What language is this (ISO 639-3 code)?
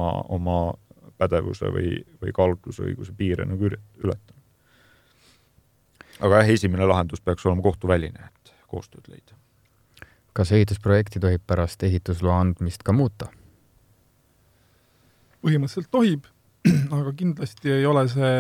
est